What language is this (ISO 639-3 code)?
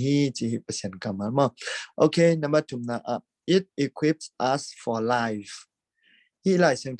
ctd